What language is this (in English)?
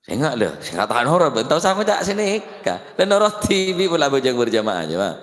Madurese